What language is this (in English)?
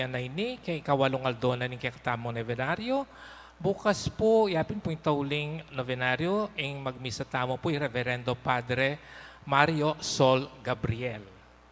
Pampanga